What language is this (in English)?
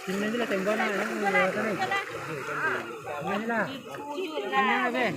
Minangkabau